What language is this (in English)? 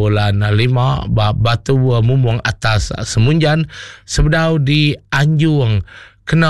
Iban